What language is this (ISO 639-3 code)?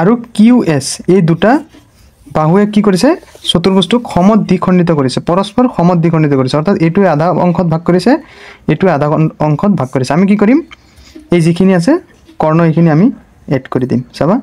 asm